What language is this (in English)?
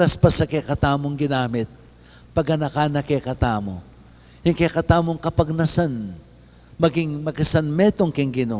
Pampanga